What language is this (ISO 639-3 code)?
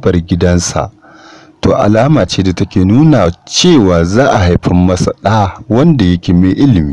hau